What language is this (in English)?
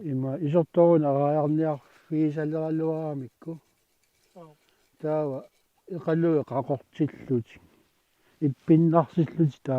Kalaallisut